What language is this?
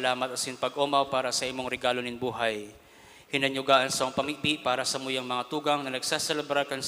Bikol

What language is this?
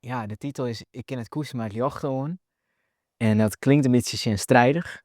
Western Frisian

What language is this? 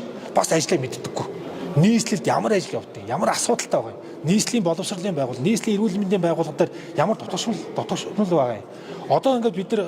Mongolian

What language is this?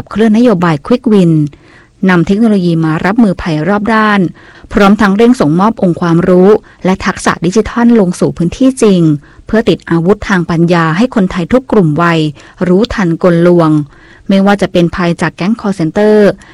Thai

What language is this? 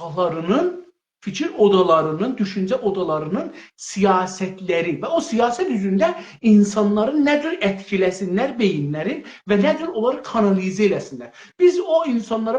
South Azerbaijani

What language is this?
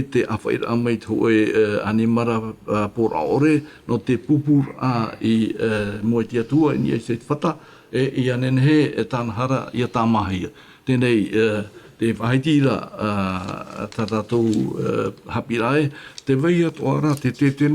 Tahitian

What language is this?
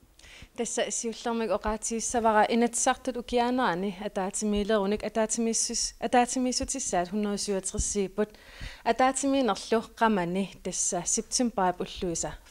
Kalaallisut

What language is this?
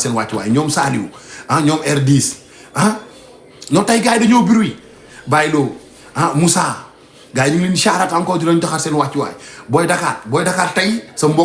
Wolof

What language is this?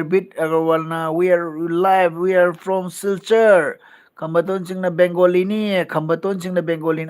Manipuri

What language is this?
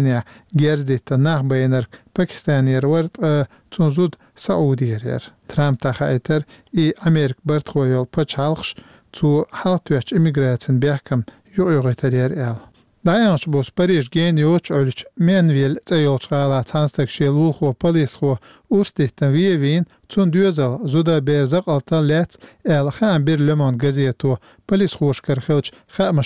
Chechen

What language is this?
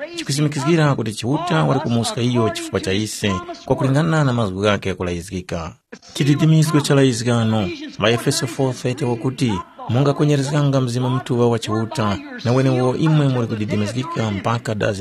Tumbuka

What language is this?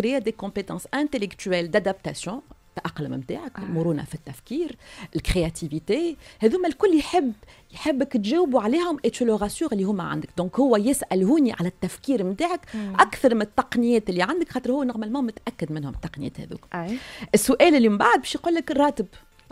Tunisian Arabic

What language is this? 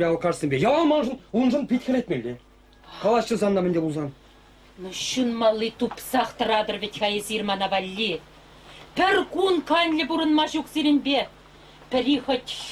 Chuvash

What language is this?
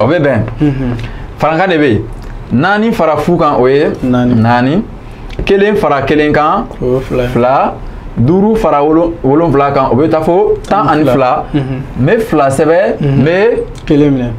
Bambara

